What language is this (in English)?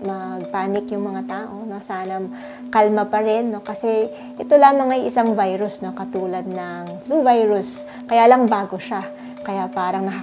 Filipino